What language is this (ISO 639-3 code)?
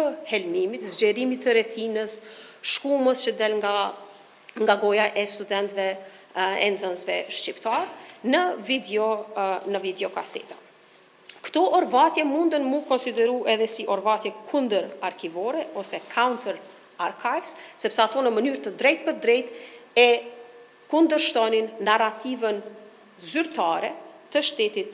sqi